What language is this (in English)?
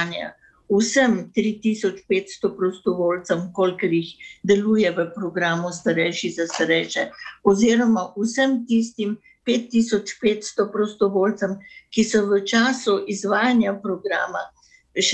Slovenian